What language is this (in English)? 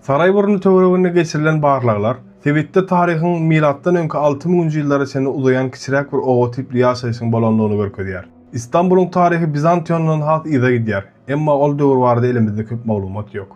Turkmen